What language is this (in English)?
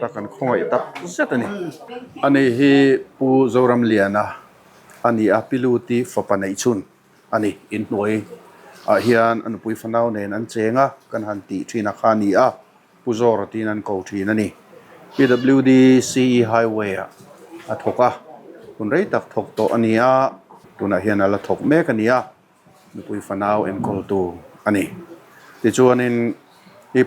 Mizo